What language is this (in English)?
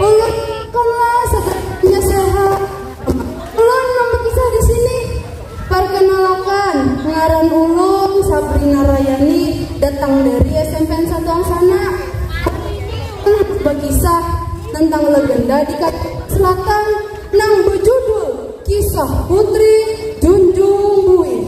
Banjar